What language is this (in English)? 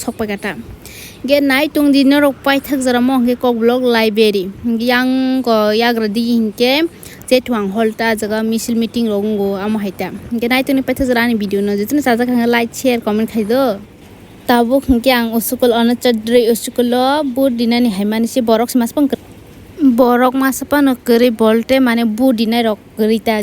Kok Borok